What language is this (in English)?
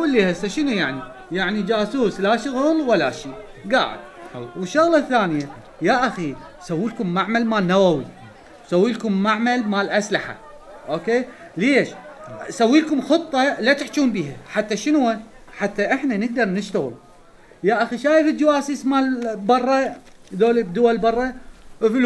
Mesopotamian Arabic